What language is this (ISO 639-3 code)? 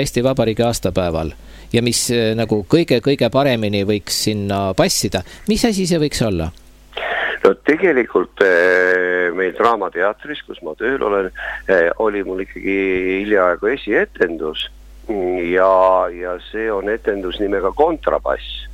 est